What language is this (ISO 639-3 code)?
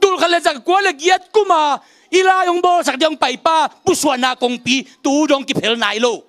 ctd